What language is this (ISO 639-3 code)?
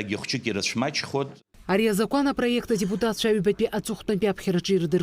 abk